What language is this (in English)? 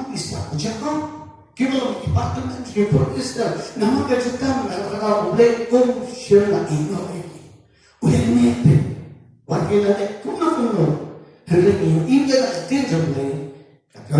Khasi